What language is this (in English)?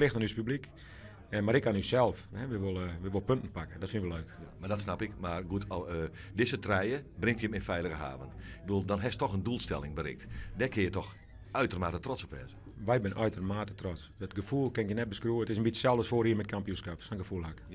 Western Frisian